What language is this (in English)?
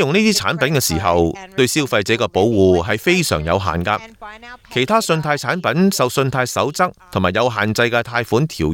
Cantonese